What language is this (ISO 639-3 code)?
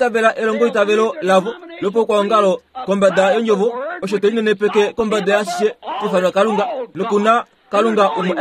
kua